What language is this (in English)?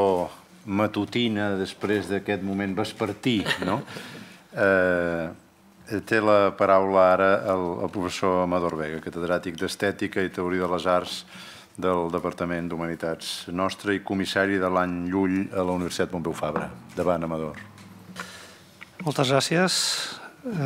Catalan